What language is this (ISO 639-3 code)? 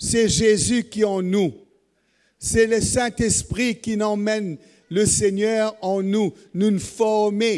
mfe